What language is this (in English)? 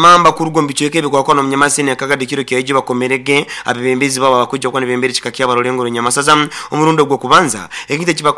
Nyoro